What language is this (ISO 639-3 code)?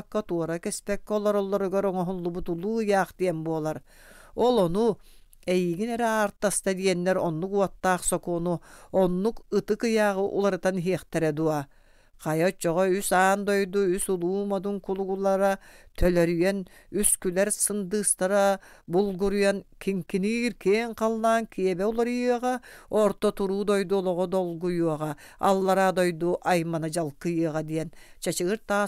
sah